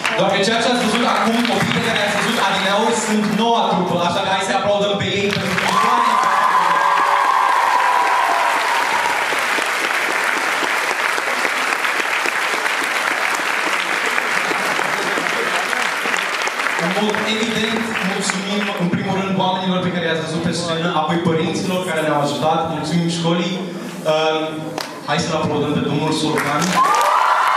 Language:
Romanian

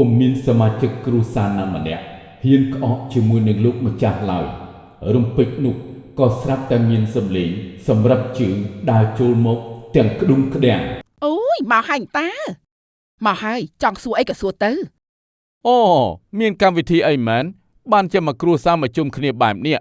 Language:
Khmer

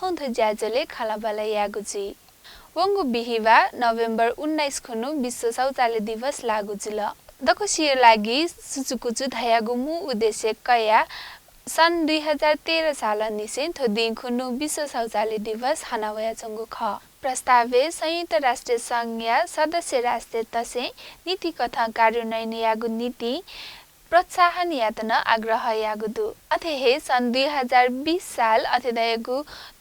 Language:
Newari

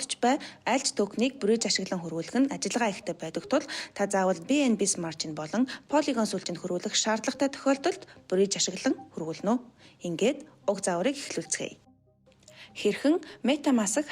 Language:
Mongolian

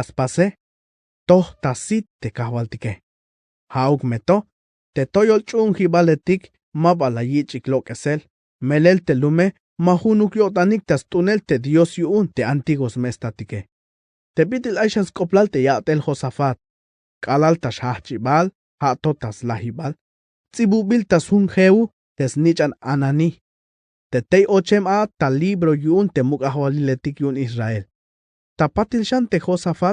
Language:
Tzeltal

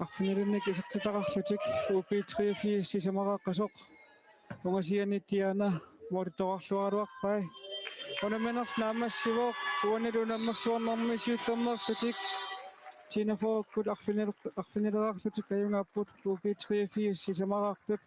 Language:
Kalaallisut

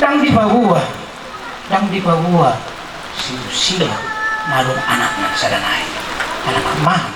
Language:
Batak Toba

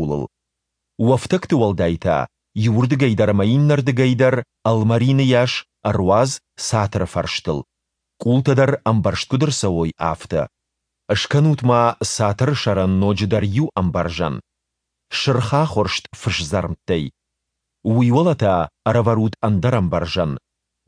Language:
Ossetic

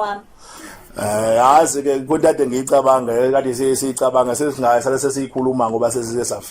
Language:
Zulu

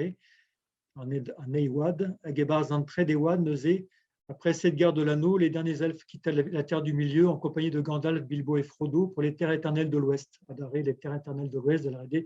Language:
Breton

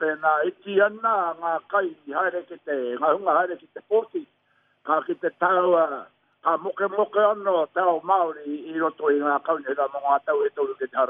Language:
Māori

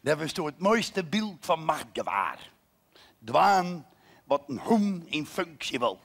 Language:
Western Frisian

